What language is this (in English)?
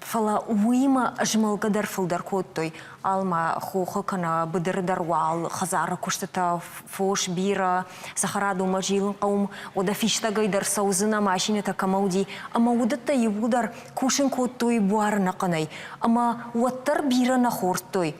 Ossetic